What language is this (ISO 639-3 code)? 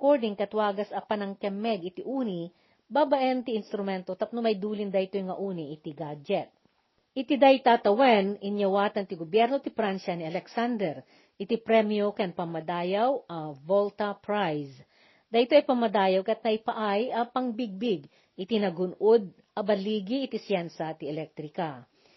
ilo